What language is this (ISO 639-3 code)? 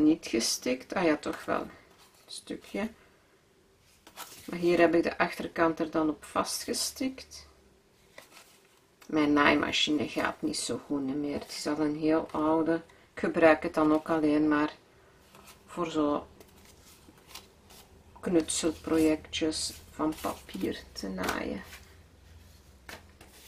nld